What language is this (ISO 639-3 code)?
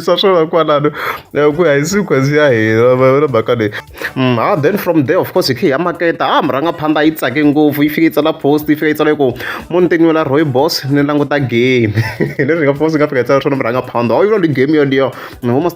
tso